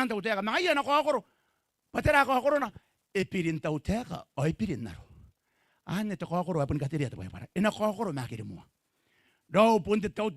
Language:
Gilbertese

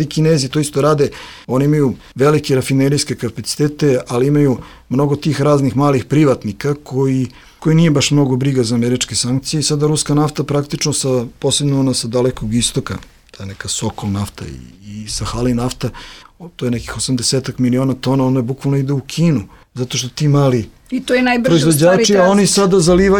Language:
Serbian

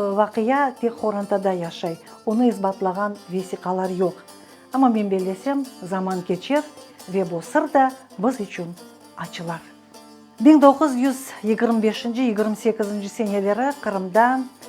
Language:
Crimean Tatar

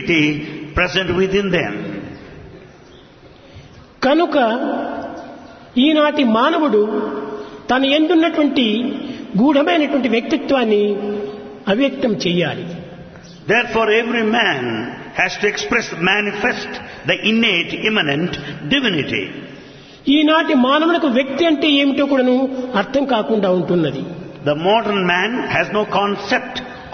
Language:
Telugu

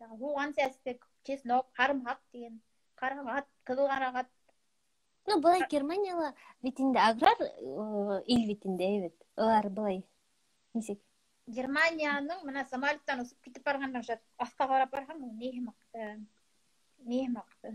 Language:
Bashkir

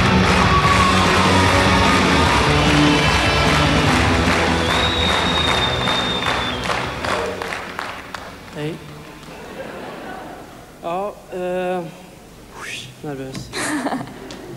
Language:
Swedish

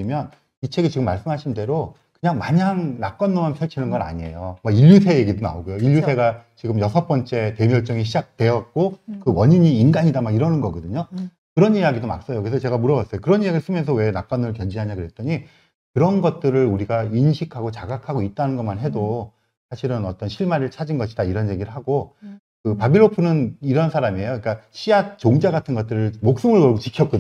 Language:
Korean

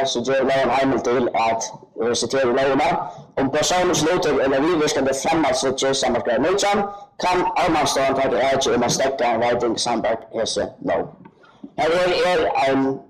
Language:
Faroese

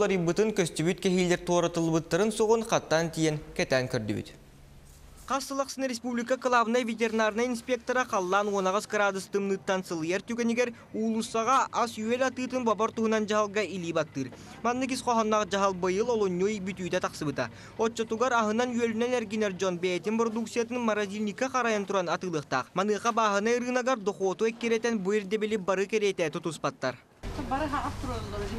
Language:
Yakut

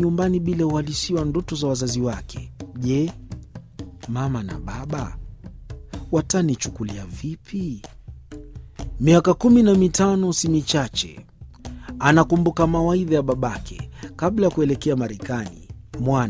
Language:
Swahili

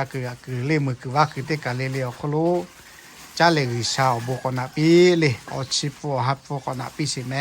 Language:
Lahu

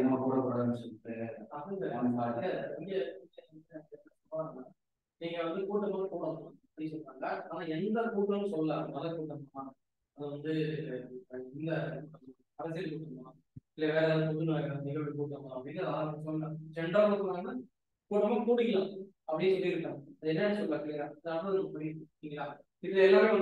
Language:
Tamil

